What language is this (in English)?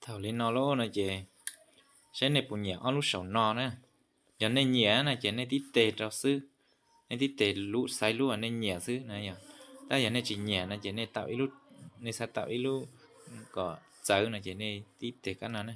Hmong